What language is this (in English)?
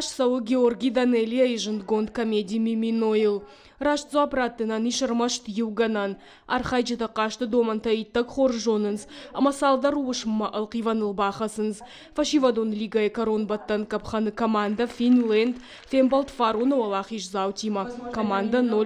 Ossetic